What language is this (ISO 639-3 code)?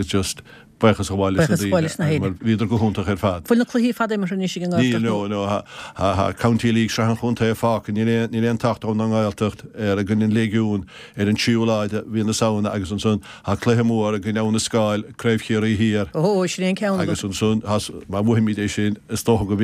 gle